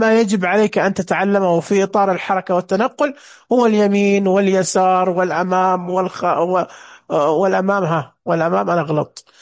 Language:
Najdi Arabic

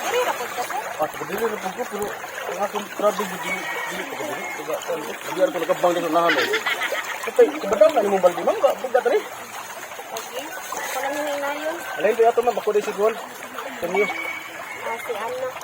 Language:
Cebuano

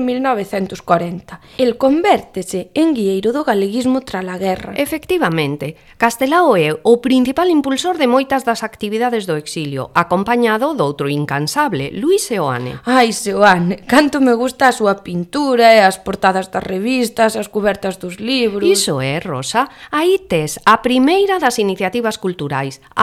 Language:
Galician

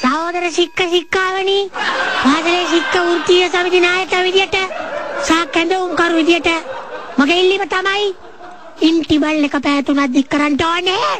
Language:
Sinhala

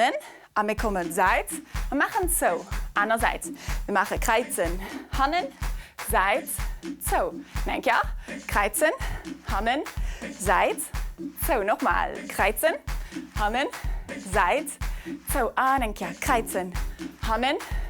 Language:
Luxembourgish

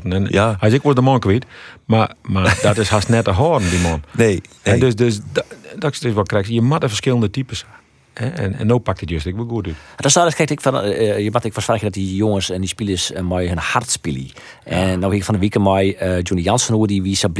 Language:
Western Frisian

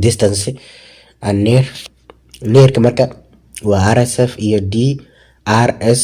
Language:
Somali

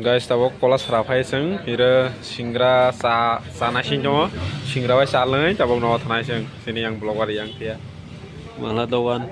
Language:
Kok Borok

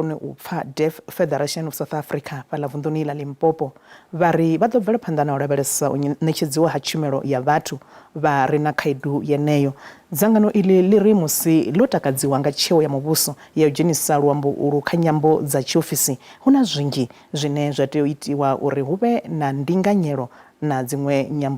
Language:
Venda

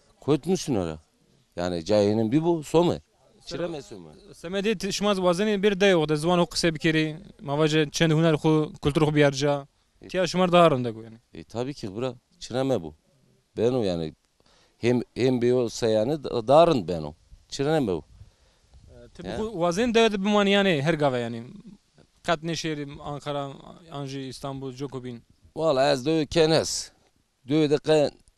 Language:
Zaza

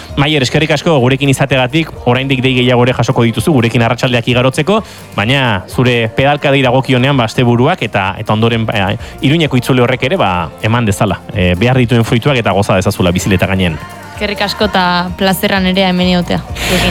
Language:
Basque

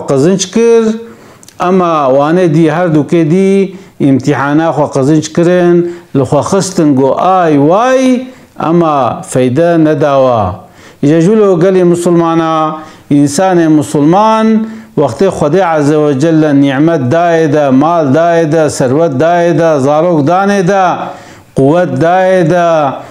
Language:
Kurdish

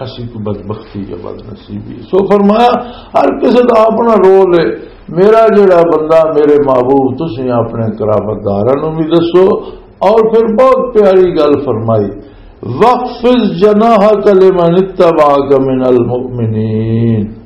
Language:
Western Panjabi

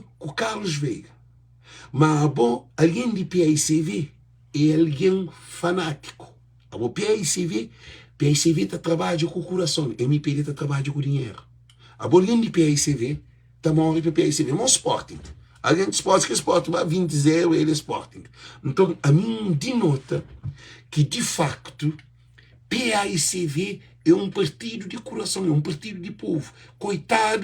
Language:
Kabuverdianu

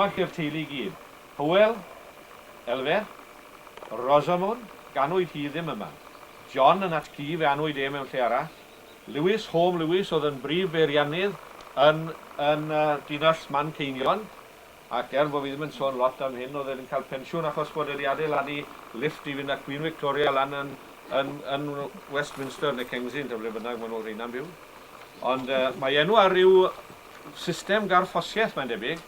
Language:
Welsh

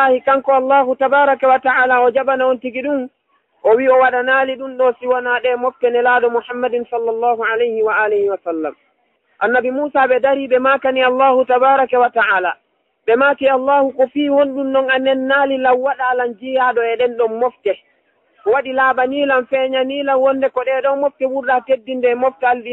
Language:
Fula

